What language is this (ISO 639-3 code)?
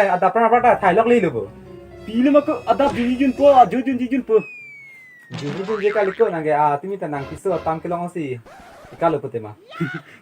mjw